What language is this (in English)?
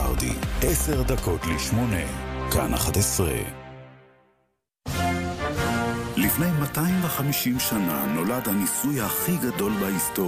Hebrew